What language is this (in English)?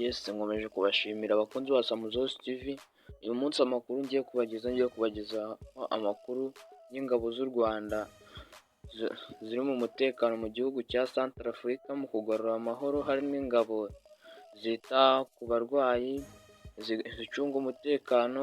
Kinyarwanda